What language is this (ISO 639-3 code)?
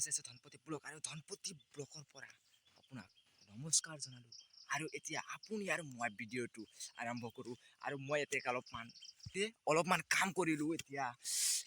asm